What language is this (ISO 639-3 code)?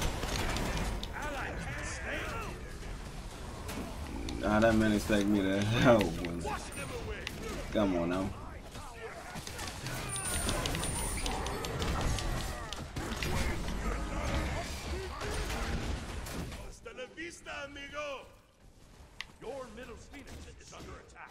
eng